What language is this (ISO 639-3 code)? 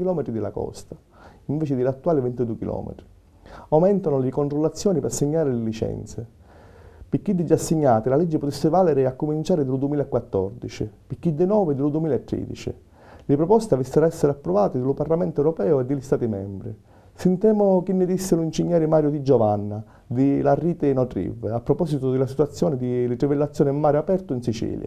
scn